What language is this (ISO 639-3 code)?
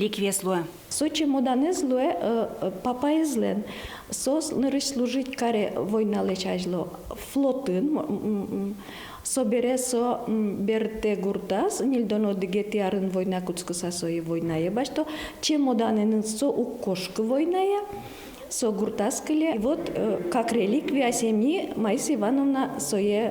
udm